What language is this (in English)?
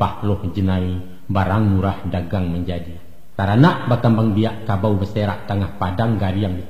Minangkabau